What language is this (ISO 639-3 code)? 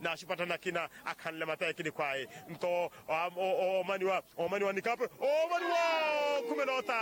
vmw